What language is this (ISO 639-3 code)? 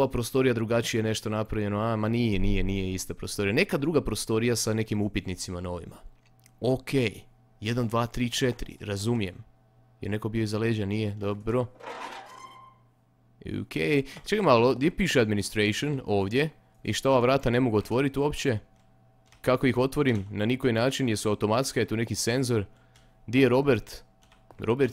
hrv